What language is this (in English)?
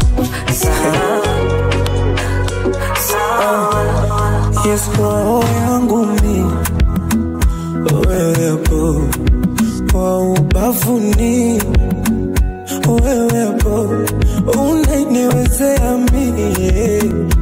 Swahili